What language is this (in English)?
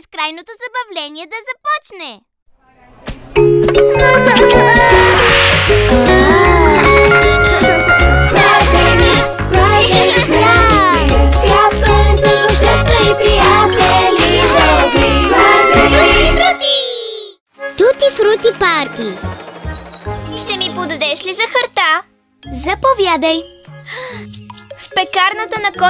Bulgarian